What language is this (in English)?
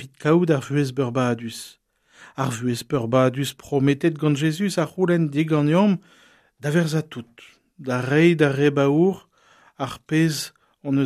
Breton